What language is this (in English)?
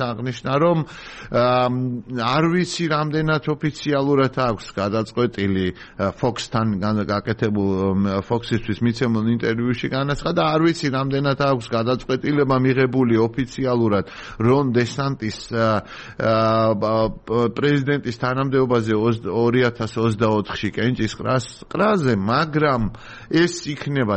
Georgian